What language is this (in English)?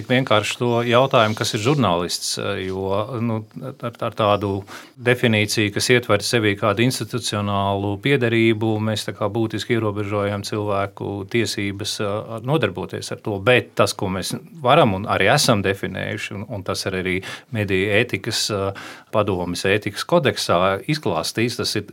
Latvian